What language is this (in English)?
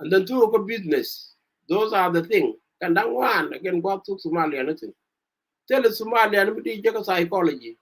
Nuer